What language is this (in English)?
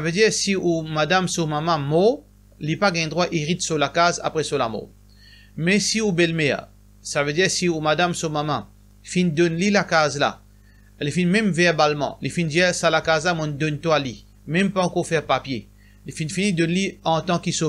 Morisyen